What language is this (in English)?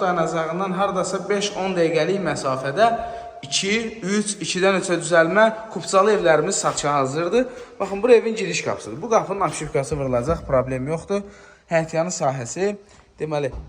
Azerbaijani